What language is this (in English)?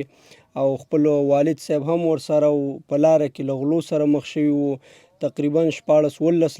Pashto